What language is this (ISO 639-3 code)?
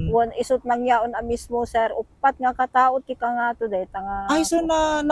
ilo